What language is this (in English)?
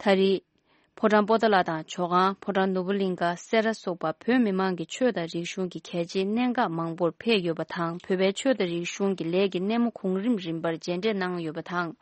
Tibetan